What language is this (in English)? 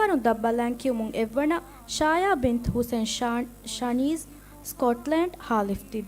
Divehi